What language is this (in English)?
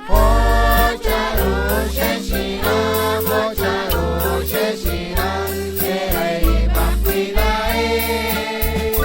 Kekchí